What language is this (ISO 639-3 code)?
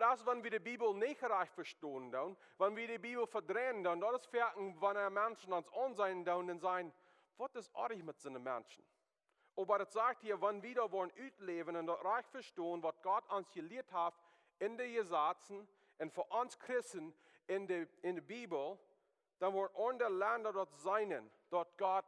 pdt